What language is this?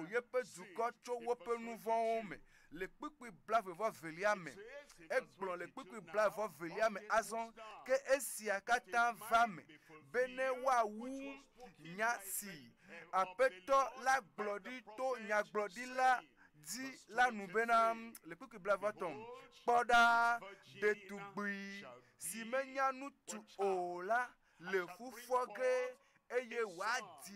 Ewe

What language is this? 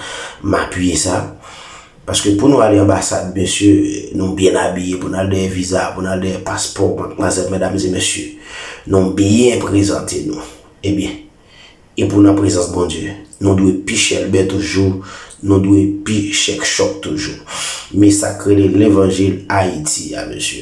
Haitian Creole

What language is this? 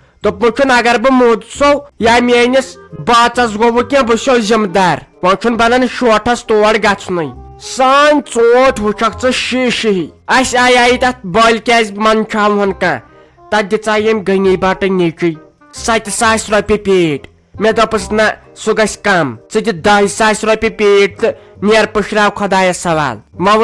Kashmiri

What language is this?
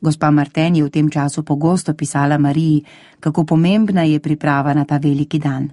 Slovenian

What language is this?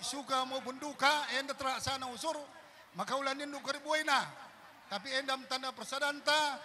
Batak Karo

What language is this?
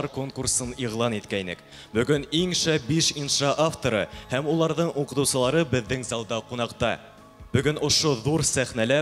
Bashkir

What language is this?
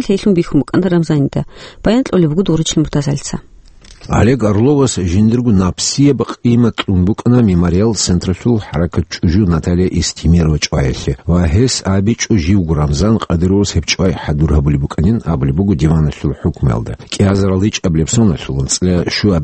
Avaric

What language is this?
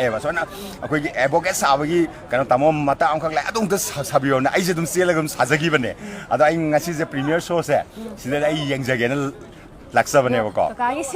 Manipuri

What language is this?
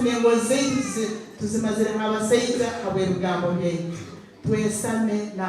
Nyankole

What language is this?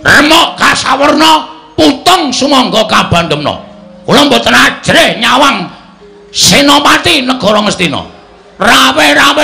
Javanese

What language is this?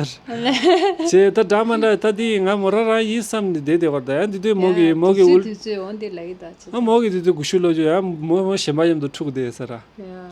Tibetan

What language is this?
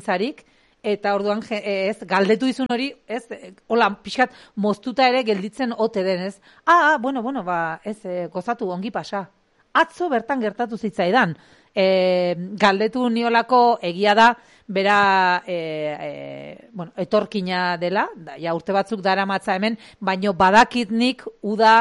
Basque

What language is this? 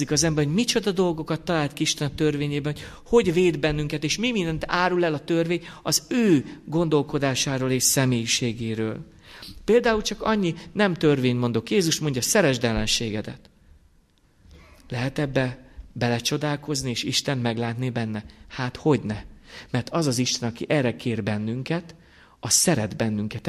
Hungarian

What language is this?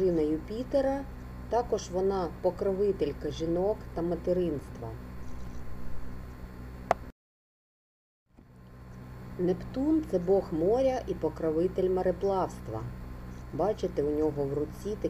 Ukrainian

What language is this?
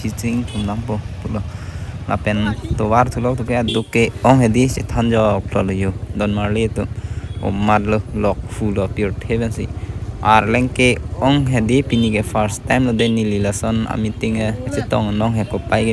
Karbi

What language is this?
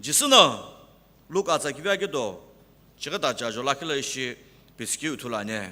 Sumi Naga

